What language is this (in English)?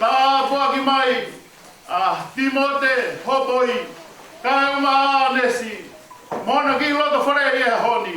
Tongan